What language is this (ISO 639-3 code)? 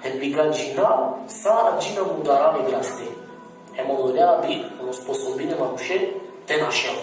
rmn